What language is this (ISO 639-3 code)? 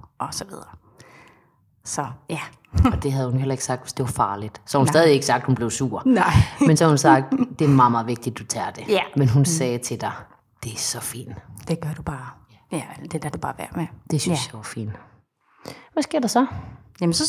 dan